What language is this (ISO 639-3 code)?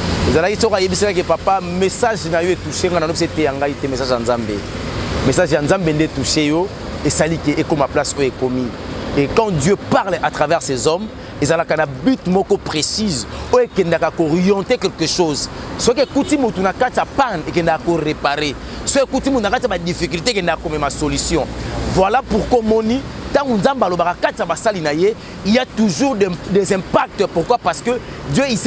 lin